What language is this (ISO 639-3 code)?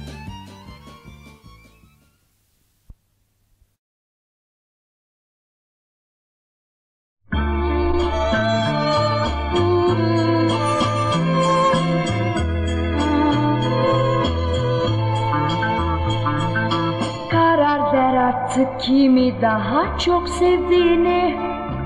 tur